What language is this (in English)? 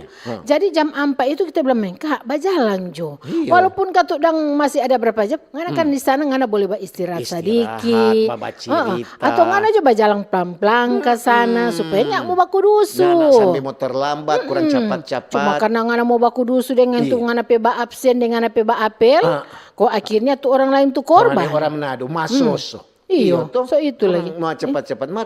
Manado Malay